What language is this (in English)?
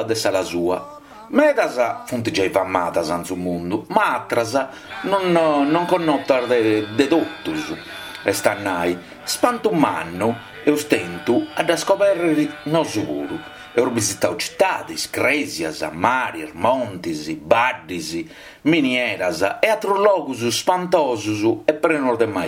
Sardinian